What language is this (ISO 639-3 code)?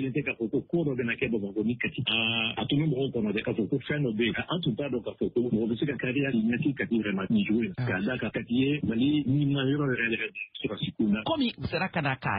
bam